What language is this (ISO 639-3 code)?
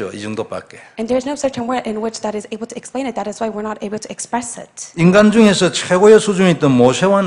kor